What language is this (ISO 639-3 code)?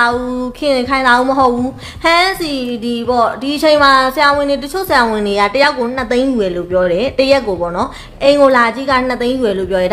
mya